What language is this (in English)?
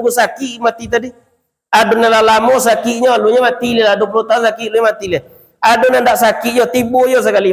Minangkabau